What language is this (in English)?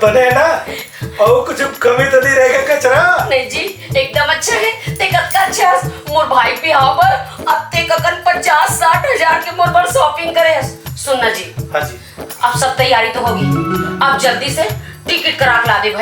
Chhattisgarhi